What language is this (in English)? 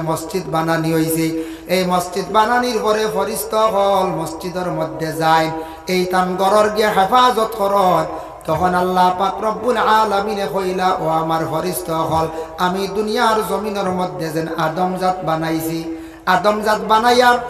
Sylheti